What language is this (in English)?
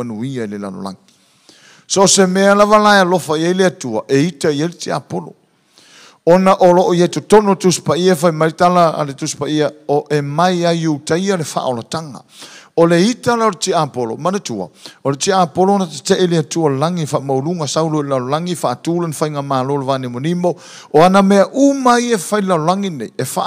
Samoan